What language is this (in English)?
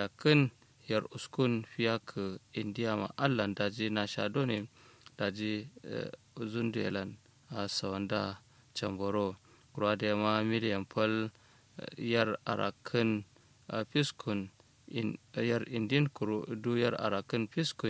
Kanuri